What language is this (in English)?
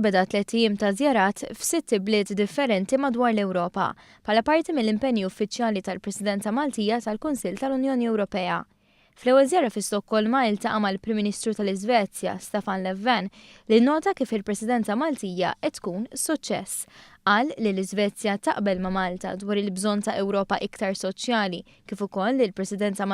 Maltese